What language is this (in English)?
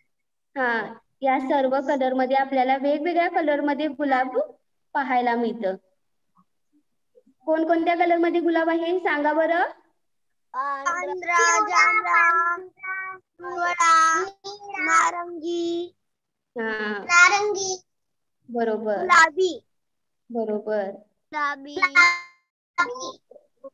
Marathi